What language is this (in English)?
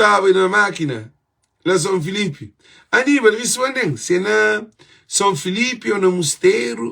Kabuverdianu